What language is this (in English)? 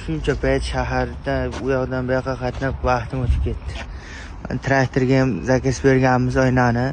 Uzbek